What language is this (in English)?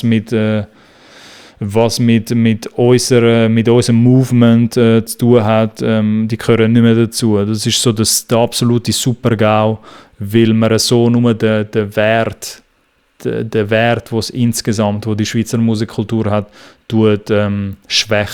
Swiss German